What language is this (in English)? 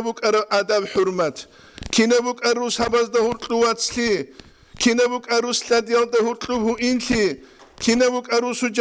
Avaric